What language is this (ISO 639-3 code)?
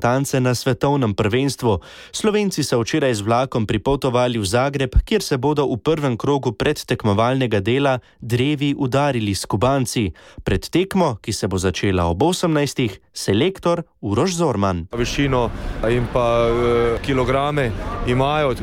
slv